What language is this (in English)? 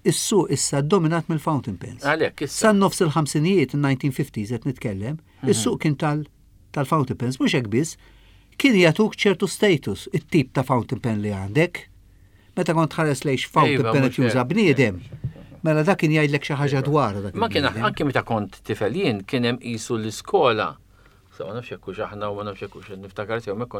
Maltese